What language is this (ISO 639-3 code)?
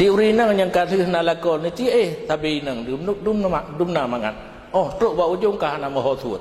ace